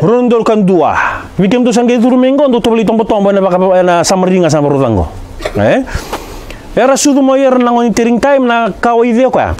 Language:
Fijian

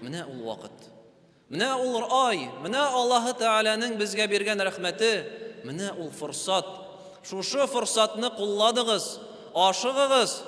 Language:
Tatar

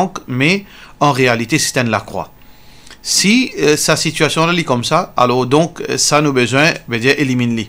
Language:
Morisyen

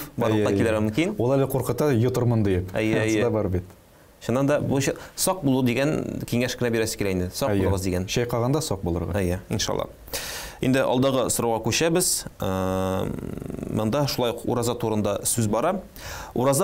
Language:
Tatar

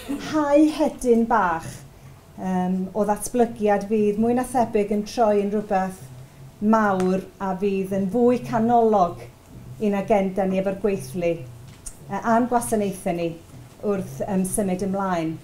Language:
Welsh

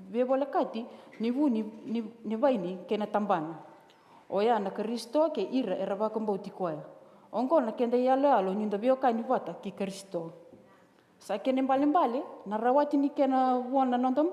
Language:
Fijian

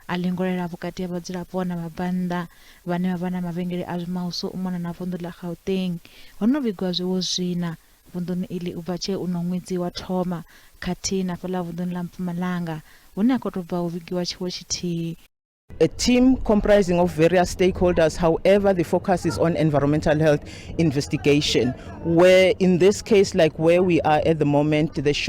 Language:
Venda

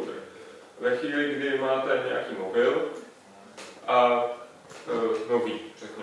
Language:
Czech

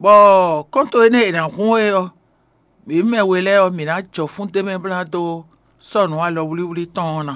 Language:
Fon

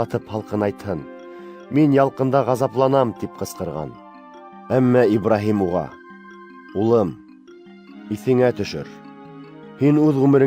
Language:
Bashkir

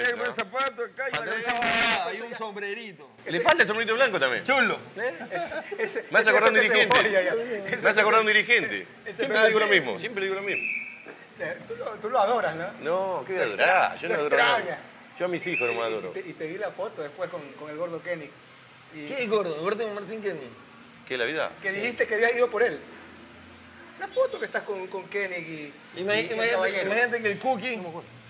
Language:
Spanish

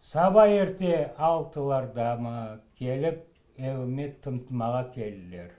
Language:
Crimean Tatar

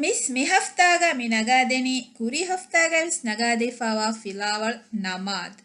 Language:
Divehi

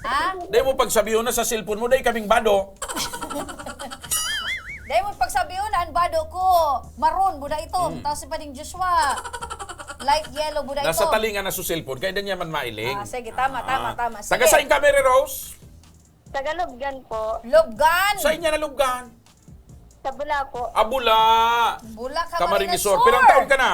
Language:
Bikol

